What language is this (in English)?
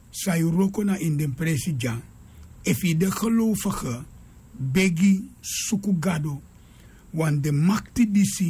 Sranan Tongo